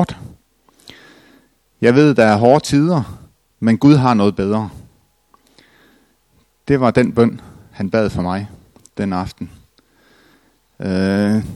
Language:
Danish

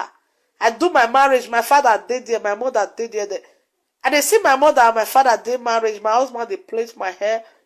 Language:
Nigerian Pidgin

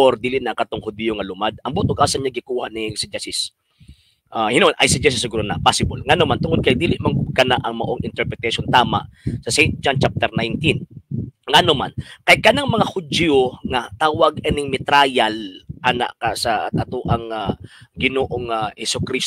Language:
Cebuano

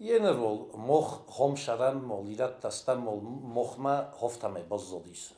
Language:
Ossetic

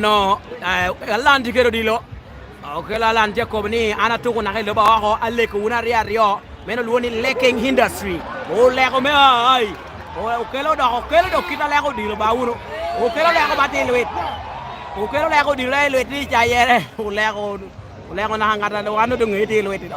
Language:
Lango (Uganda)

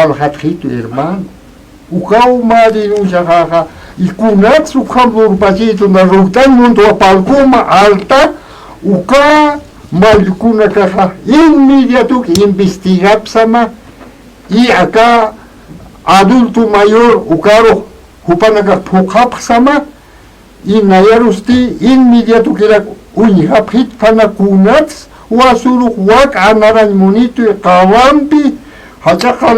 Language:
Aymara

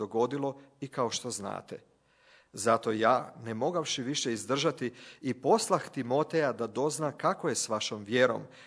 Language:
Croatian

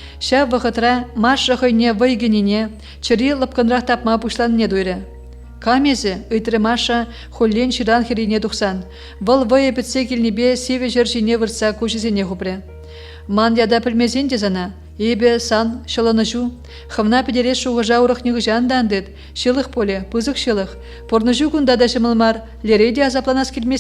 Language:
Chuvash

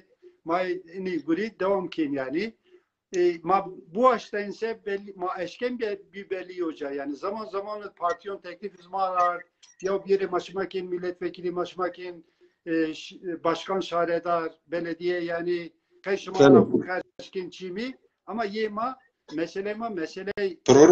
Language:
Zaza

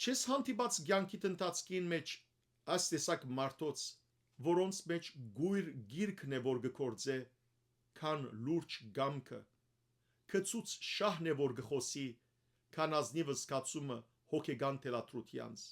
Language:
Western Armenian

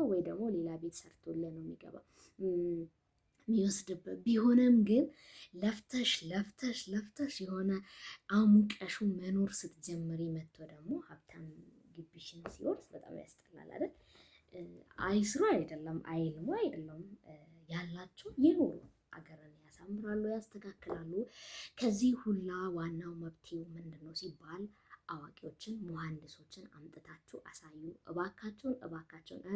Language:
Amharic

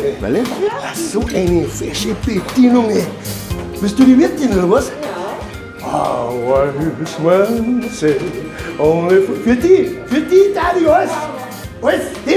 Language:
Bavarian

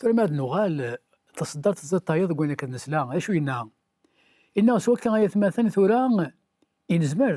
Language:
Kabyle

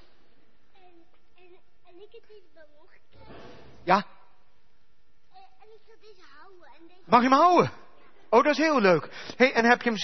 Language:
Dutch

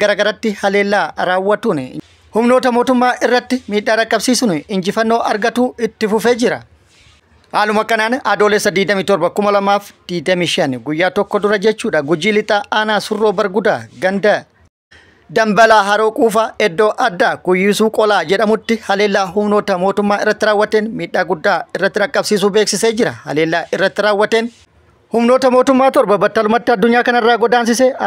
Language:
Oromo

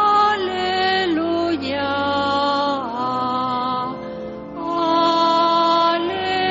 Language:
Basque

